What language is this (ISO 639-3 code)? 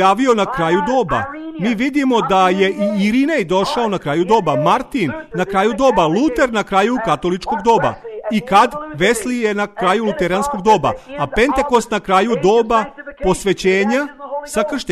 srp